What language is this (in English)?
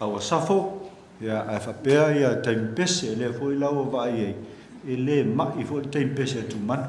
Samoan